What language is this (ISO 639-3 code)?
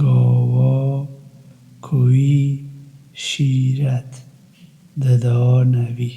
kur